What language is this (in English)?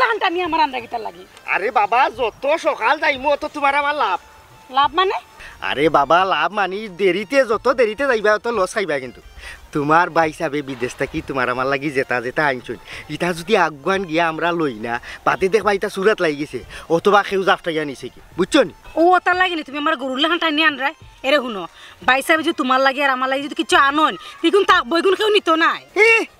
Sylheti